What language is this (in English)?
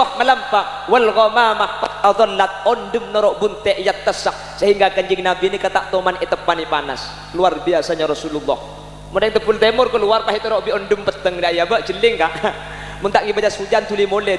Madurese